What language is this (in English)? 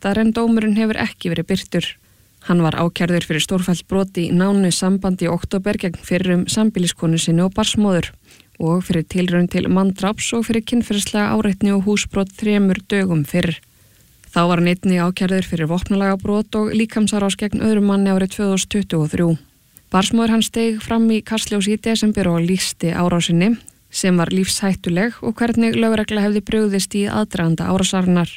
Icelandic